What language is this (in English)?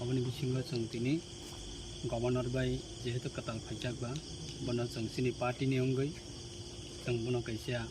Kok Borok